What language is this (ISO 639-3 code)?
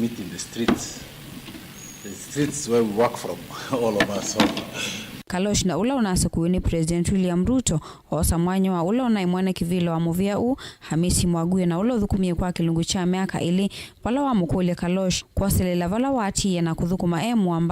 kam